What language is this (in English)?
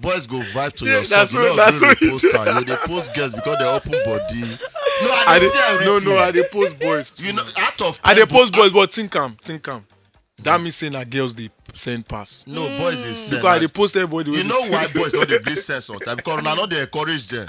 Nigerian Pidgin